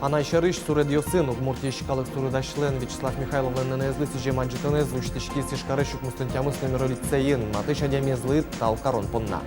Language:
Udmurt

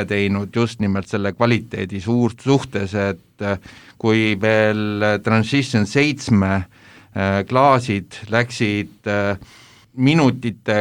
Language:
Estonian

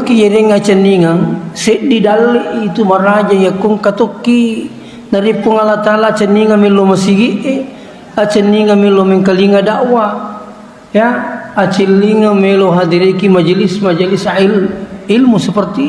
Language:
Buginese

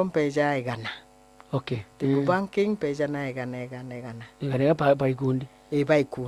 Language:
Meru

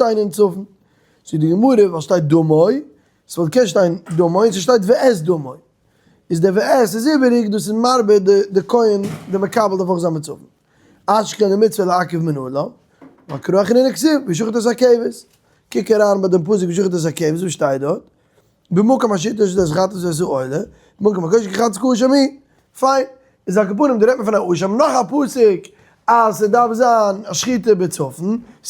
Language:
Yiddish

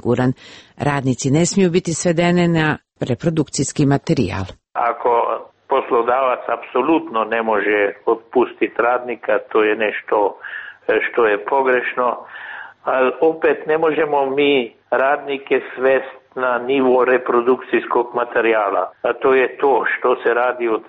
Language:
Croatian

